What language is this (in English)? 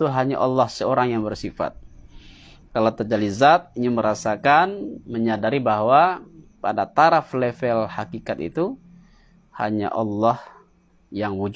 Minangkabau